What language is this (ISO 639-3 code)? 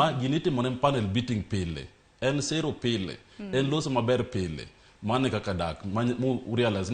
luo